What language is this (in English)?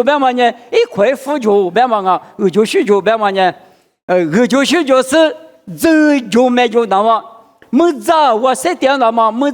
Lisu